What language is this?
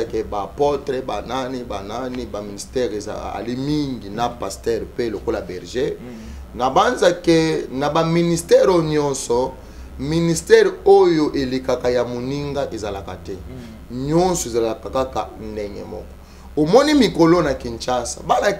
Lingala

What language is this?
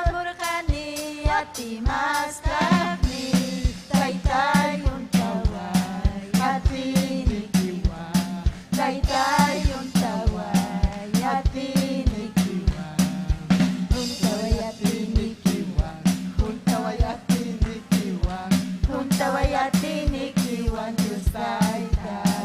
Ayacucho Quechua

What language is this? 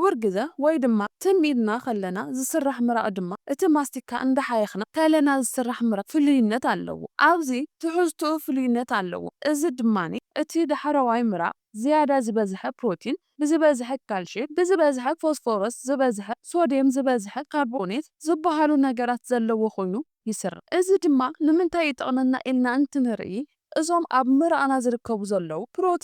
Tigrinya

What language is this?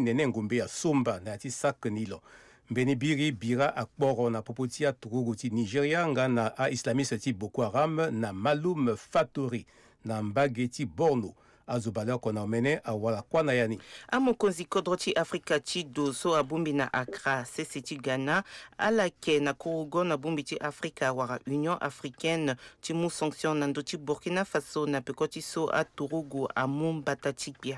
Sango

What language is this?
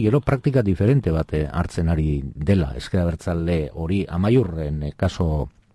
Basque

